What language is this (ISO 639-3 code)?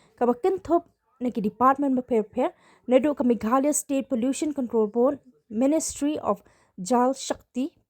kha